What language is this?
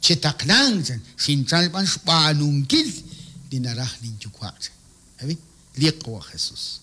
Kekchí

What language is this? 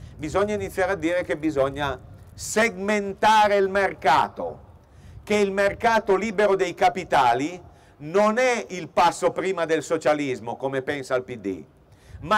Italian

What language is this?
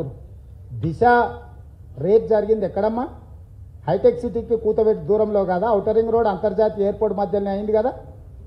Telugu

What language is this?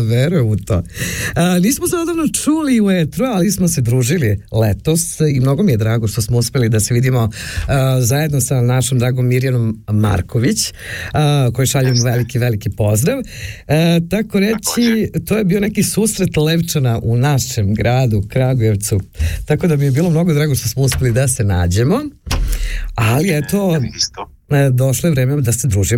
Serbian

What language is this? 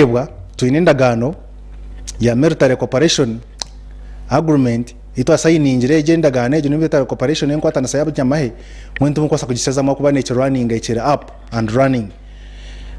Nyankole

